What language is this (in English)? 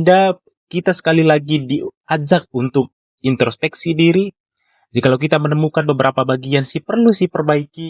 Batak Karo